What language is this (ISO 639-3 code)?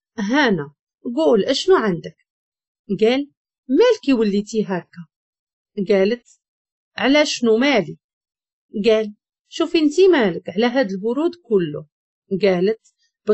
ary